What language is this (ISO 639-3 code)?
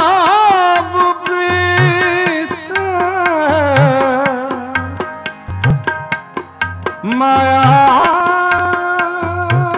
pan